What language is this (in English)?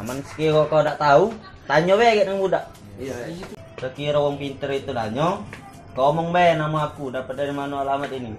Musi